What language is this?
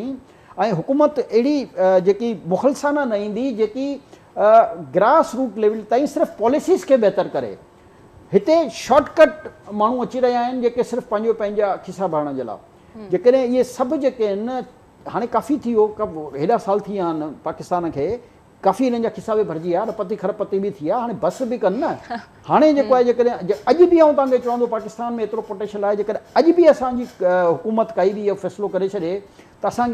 Sindhi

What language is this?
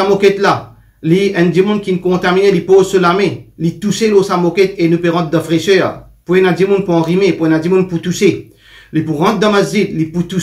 Morisyen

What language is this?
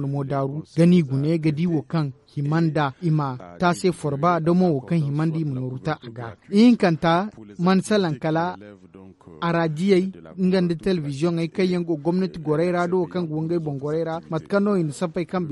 Zarma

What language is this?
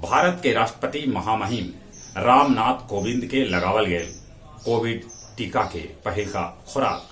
Magahi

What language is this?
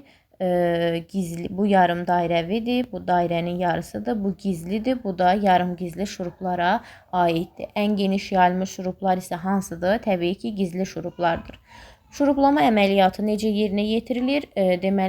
Azerbaijani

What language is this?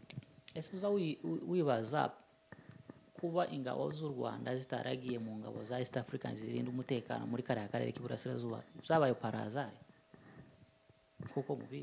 Kinyarwanda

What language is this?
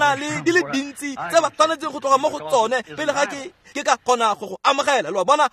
Tswana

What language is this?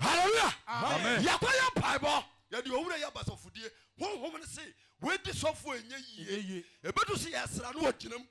Akan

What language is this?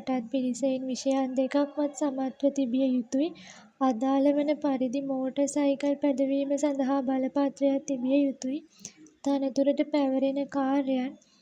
Sinhala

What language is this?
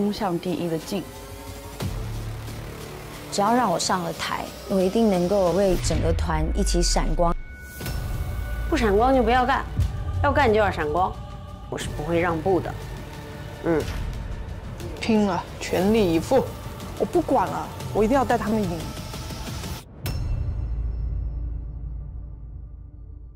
Chinese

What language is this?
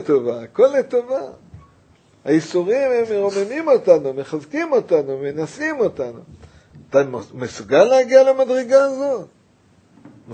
Hebrew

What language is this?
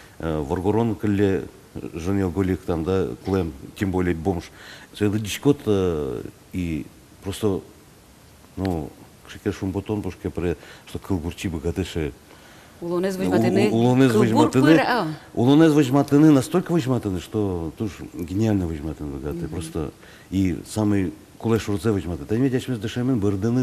Udmurt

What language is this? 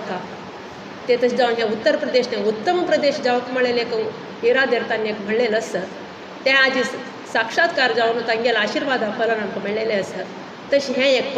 Konkani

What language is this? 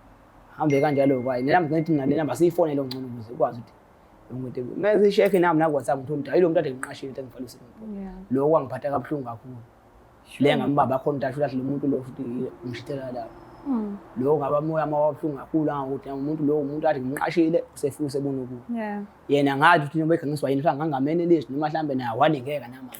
Zulu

